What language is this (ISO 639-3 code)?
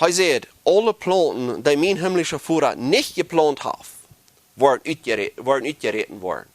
pdt